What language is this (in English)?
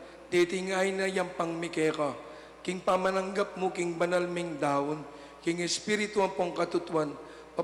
Pampanga